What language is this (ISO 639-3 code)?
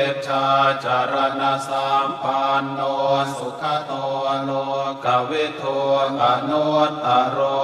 pli